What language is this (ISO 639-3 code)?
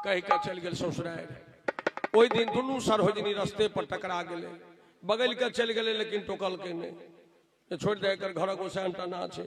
mai